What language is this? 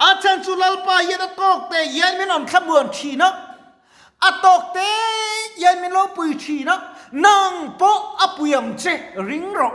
Mizo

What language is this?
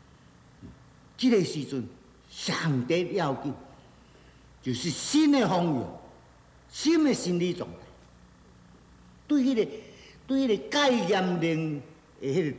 Min Nan Chinese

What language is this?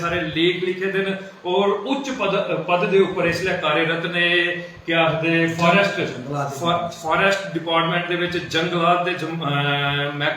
Dogri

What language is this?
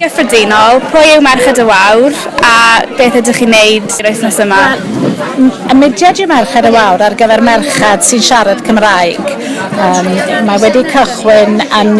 Welsh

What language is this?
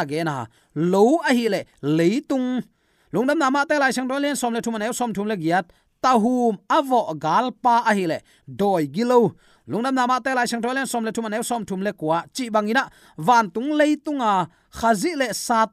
Tedim Chin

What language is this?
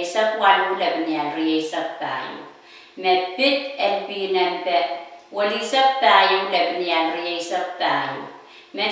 Pohnpeian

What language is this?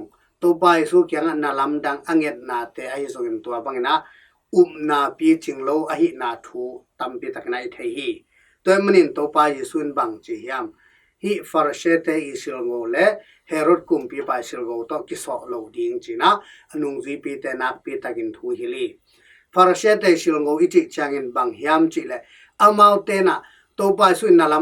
Tedim Chin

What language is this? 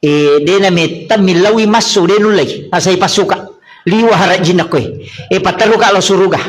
Buginese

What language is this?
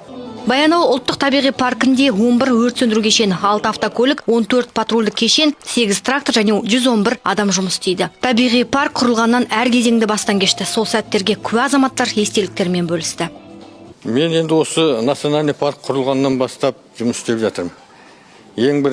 Kazakh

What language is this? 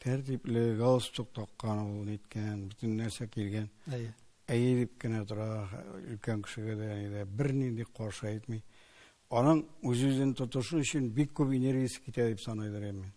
Tatar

